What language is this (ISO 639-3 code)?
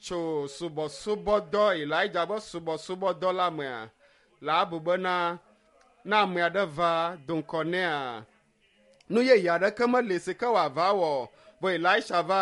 ewe